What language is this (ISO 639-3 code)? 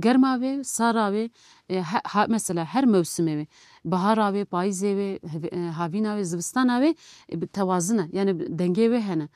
kur